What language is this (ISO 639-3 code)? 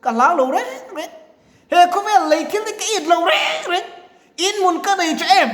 lus